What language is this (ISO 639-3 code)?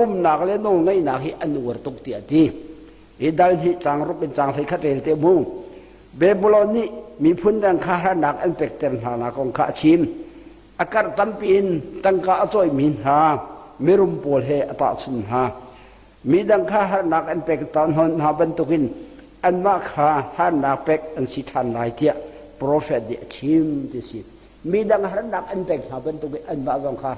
cnh